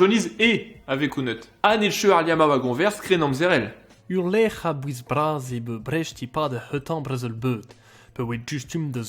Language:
Breton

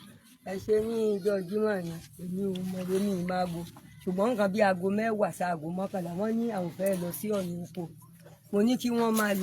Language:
Yoruba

